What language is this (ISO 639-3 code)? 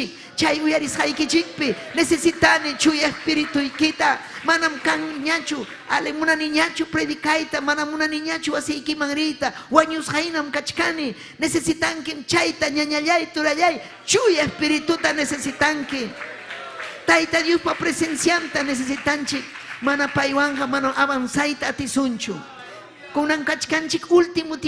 quy